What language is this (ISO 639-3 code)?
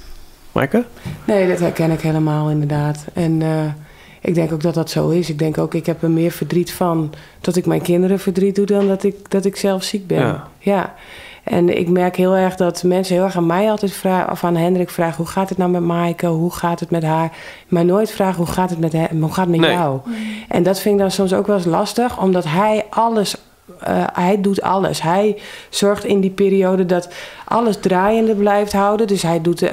nld